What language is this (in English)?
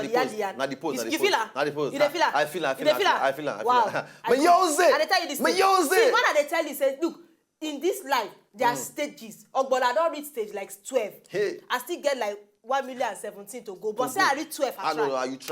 Nigerian Pidgin